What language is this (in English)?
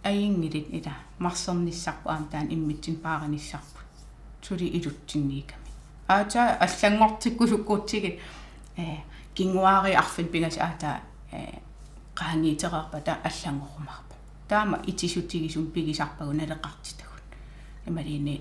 Kalaallisut